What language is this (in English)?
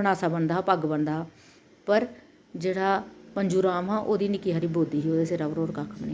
Dogri